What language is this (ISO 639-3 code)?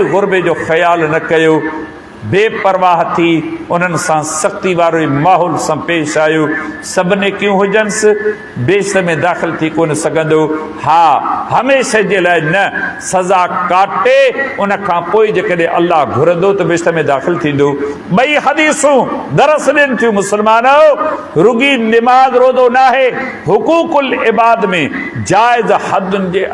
snd